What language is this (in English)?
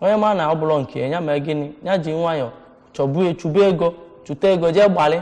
Igbo